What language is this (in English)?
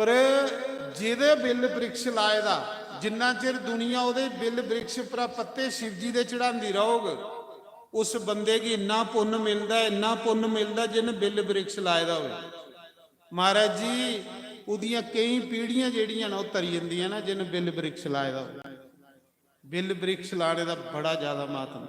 Dogri